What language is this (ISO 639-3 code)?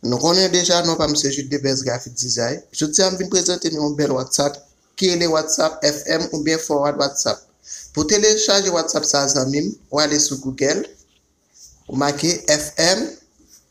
hat